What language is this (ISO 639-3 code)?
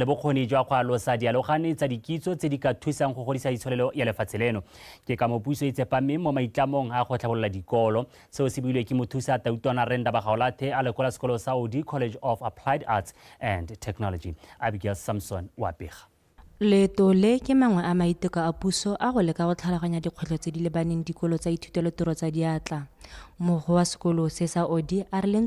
tsn